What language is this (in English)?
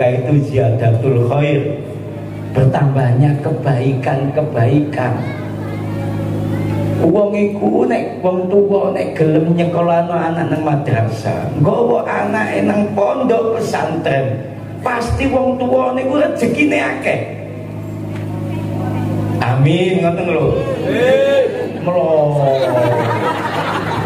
Javanese